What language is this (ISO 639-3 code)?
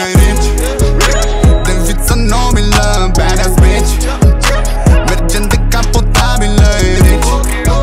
ron